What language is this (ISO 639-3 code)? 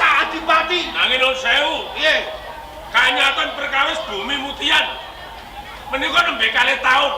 jav